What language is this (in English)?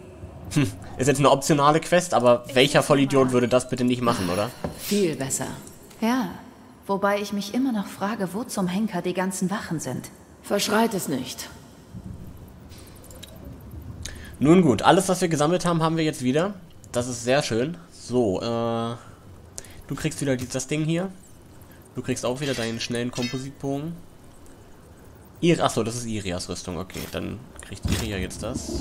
German